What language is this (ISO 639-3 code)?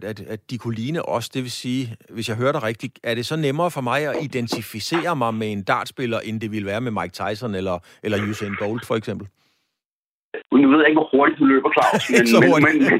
dan